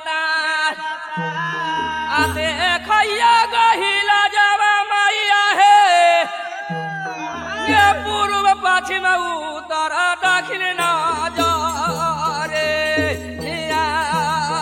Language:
Bhojpuri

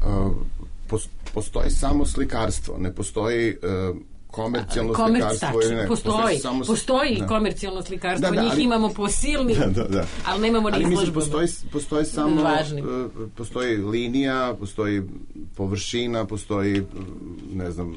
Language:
Serbian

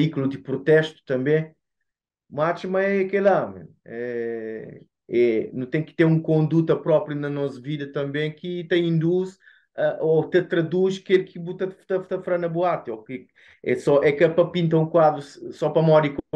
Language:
Kabuverdianu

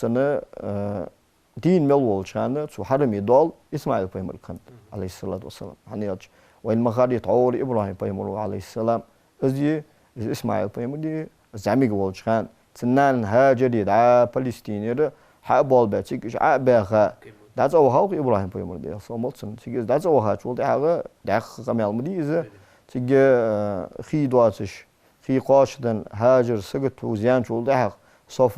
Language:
Ingush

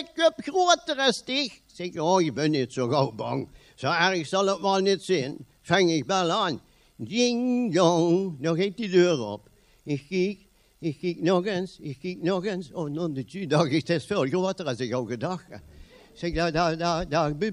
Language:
Limburgish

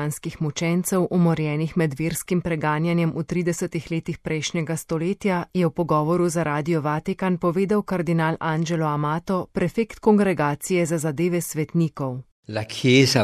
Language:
Slovenian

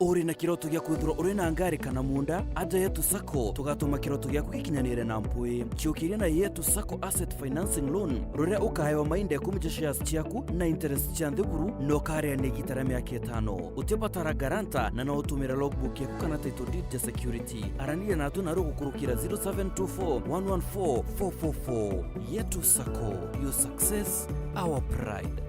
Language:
Meru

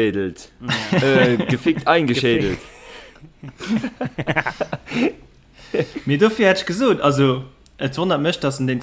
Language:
Luxembourgish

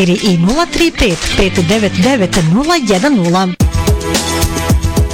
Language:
Bosnian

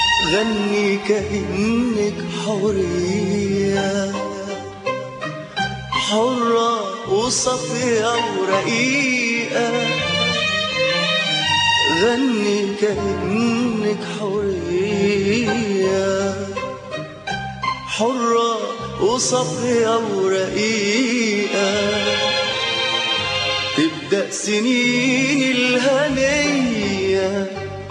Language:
Egyptian Arabic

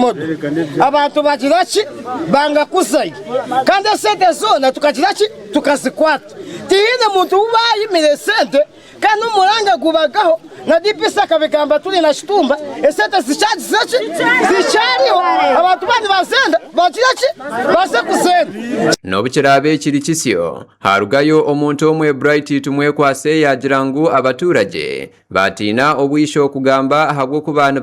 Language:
Nyankole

